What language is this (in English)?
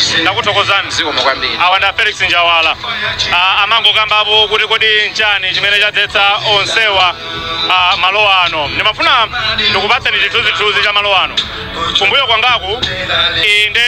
Nyanja